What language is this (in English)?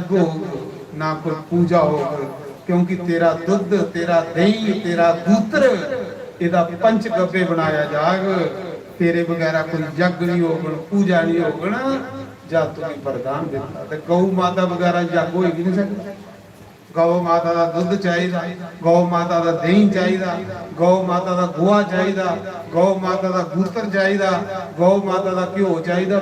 Dogri